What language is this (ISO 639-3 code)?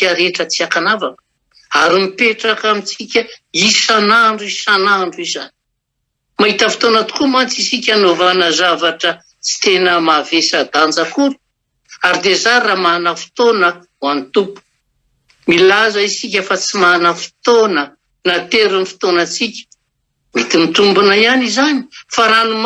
mlg